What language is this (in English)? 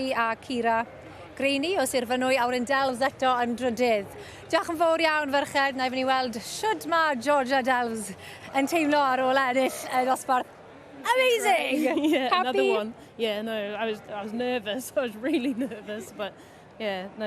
Welsh